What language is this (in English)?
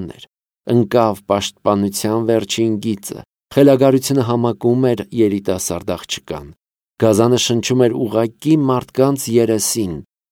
Armenian